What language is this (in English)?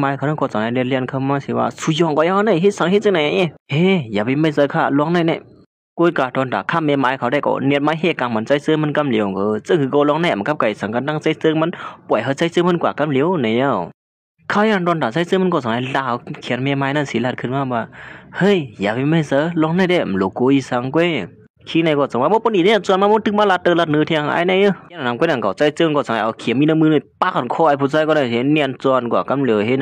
Shan